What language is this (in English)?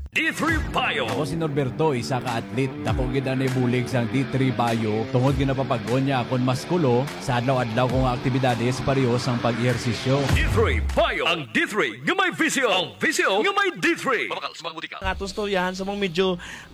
Hiligaynon